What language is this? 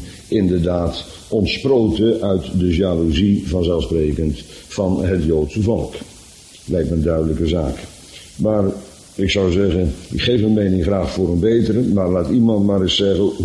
Dutch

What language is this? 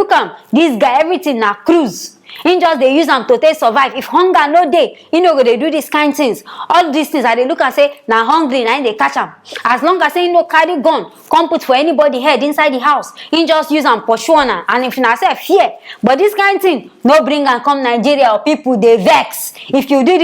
Nigerian Pidgin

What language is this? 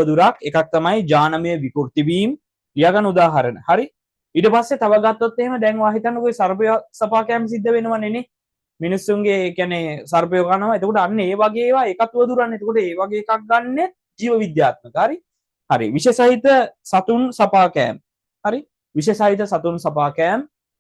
Sinhala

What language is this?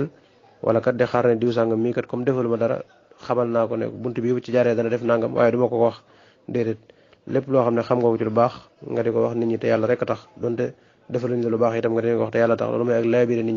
Wolof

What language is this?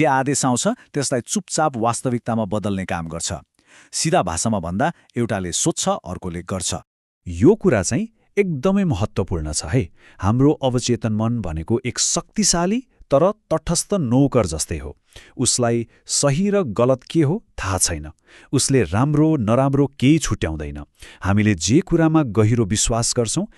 Nepali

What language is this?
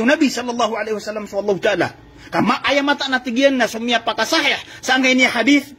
Maranao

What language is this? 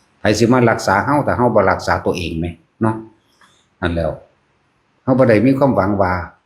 Northeastern Thai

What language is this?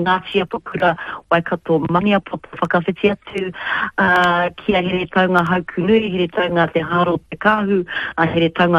Māori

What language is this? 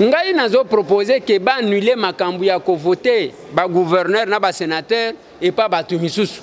Lingala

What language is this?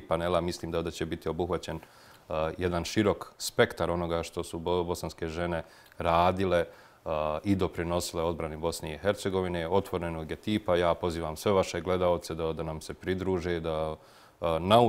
Bosnian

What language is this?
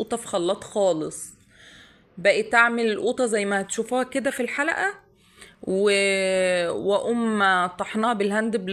Egyptian Arabic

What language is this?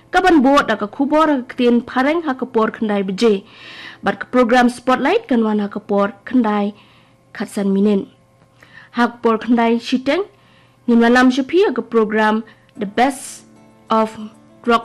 Khasi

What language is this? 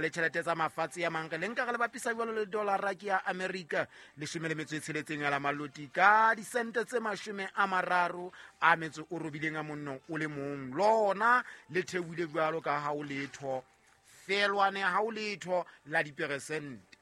Southern Sotho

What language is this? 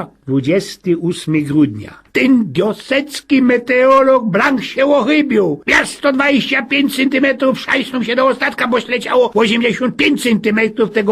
Silesian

